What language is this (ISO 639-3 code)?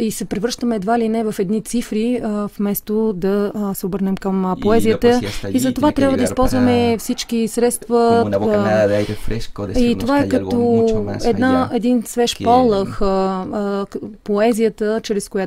bul